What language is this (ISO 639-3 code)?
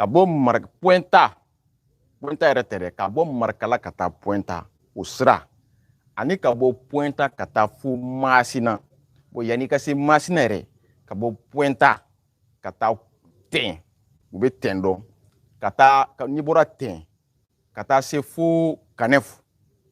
bam